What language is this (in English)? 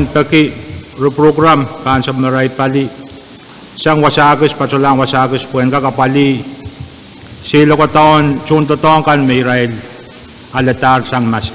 Pohnpeian